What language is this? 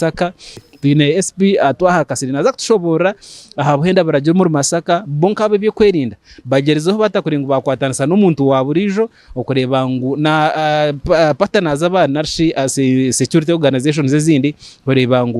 Nyankole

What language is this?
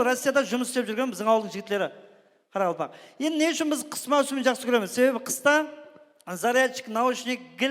Kara-Kalpak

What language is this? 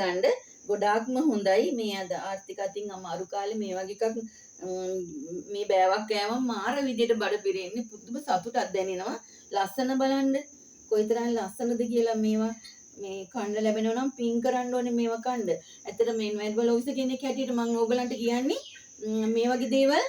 Sinhala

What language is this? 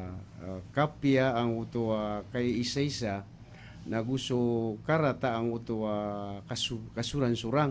Maranao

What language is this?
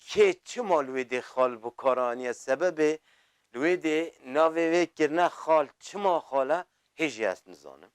Kurdish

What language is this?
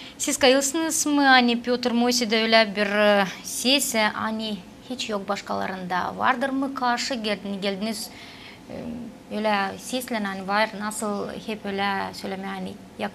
Gagauz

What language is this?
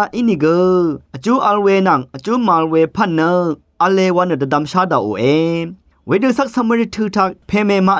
Rawang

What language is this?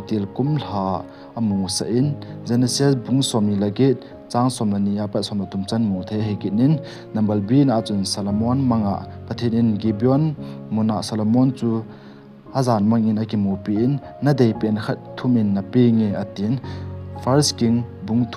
Thado Chin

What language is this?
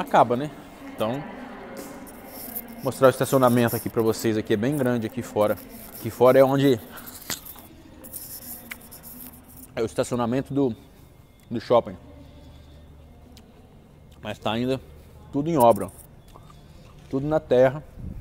Portuguese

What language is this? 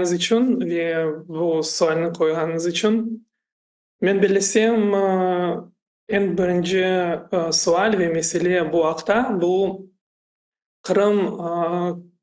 Crimean Tatar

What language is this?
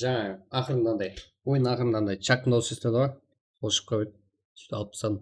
Kara-Kalpak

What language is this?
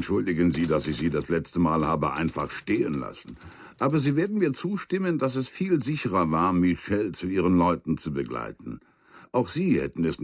Bavarian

